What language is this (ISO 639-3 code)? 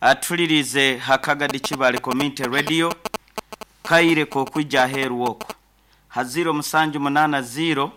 nyn